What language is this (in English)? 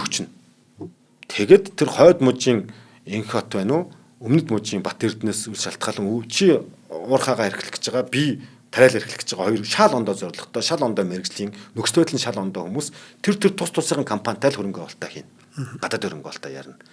Mongolian